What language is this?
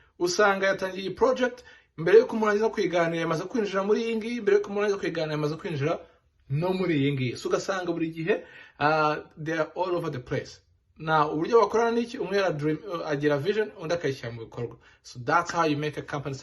Kinyarwanda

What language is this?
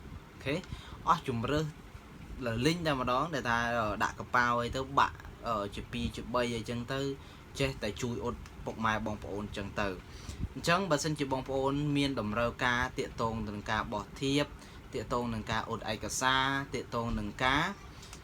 Khmer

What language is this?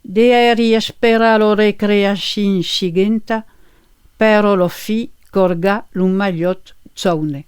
Occitan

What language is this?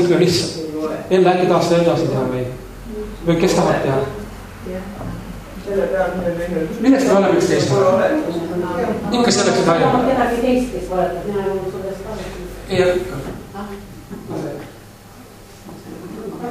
Estonian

